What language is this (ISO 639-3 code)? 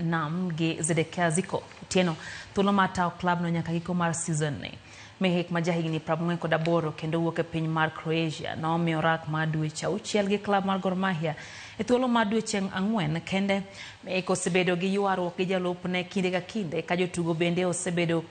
luo